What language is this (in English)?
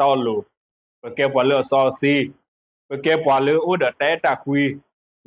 S'gaw Karen